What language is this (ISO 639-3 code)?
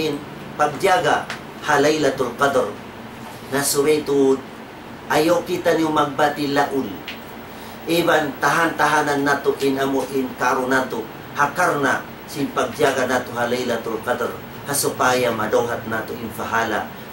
tsg